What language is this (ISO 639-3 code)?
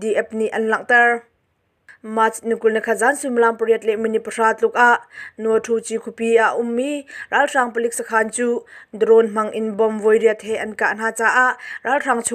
cnh